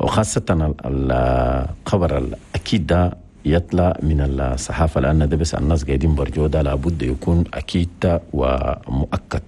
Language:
Chadian Arabic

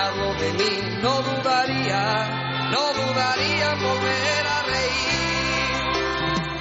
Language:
Basque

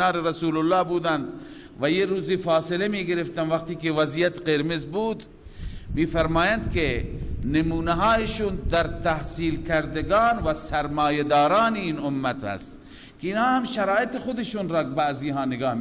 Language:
Persian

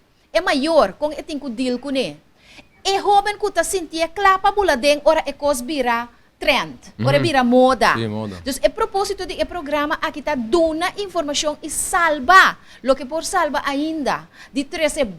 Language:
Papiamento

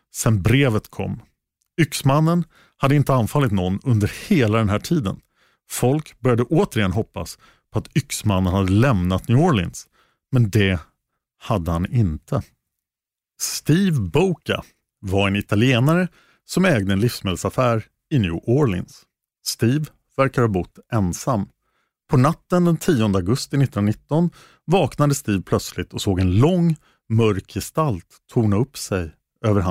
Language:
Swedish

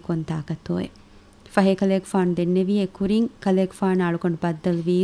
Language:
Divehi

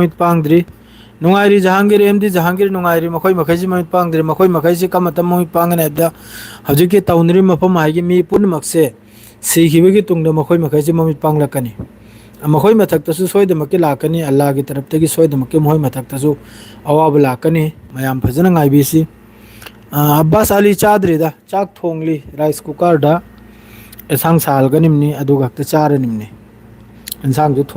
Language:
Manipuri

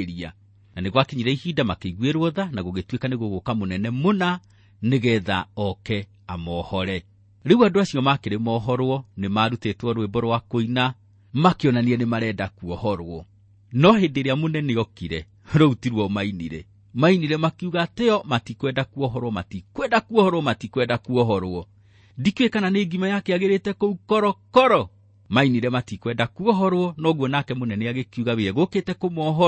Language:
Kikuyu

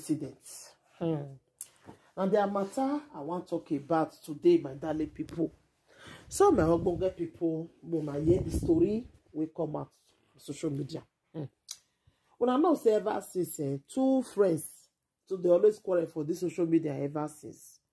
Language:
Nigerian Pidgin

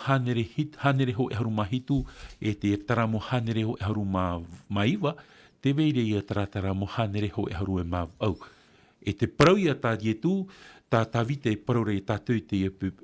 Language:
Tahitian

